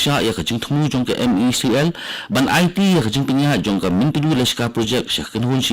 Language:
Khasi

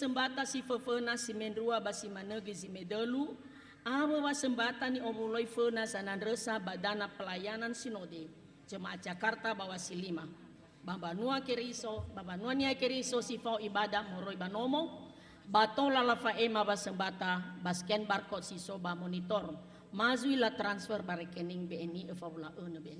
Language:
Nias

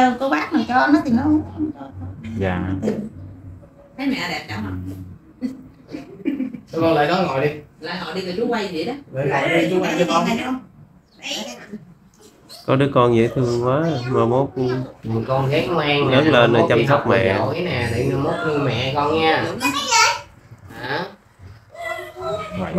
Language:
Vietnamese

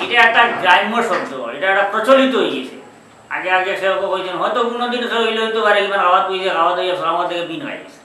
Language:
Sylheti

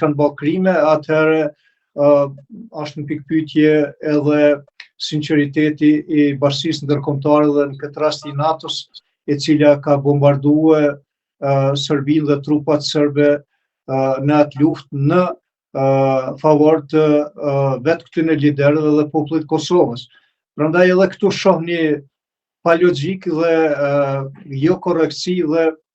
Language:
Albanian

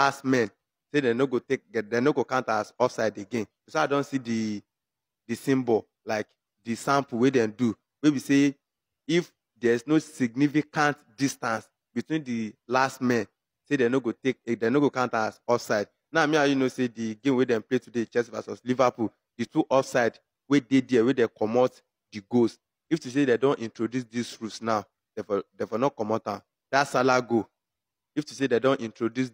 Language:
Nigerian Pidgin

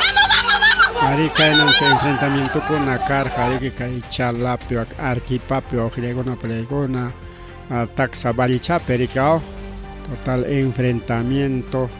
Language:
Ayacucho Quechua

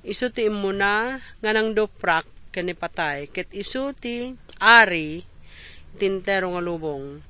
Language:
Iloko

